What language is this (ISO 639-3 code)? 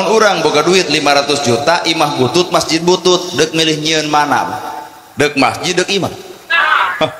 sun